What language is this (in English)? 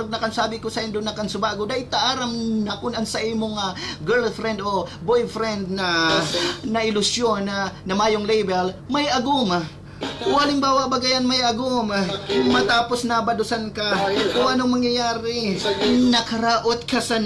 Bikol